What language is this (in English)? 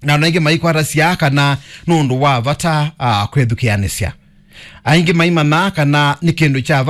Kamba